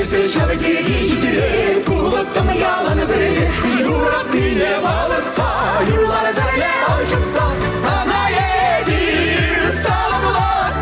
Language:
Chuvash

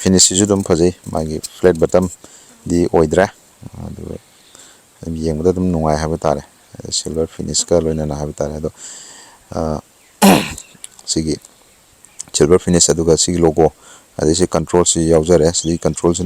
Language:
Manipuri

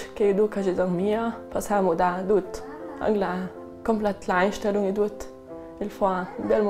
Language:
Ladin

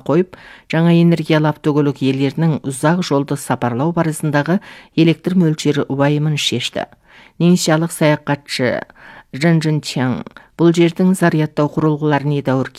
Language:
Kazakh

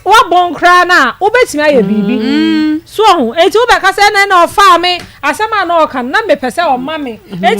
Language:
Akan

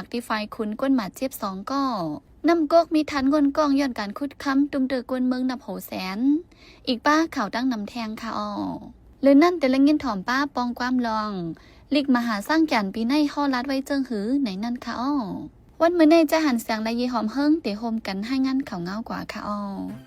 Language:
Shan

